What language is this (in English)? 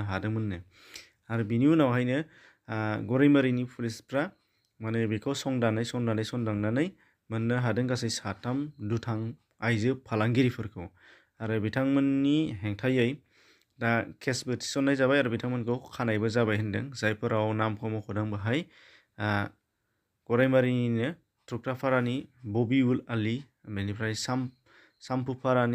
Bodo